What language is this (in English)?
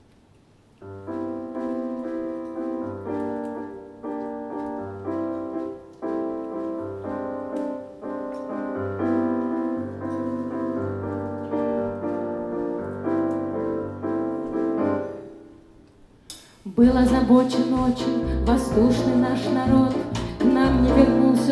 Russian